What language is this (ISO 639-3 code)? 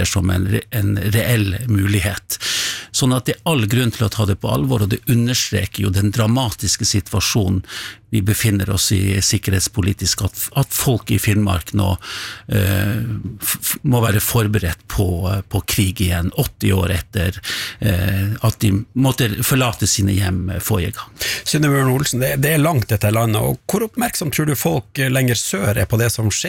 nor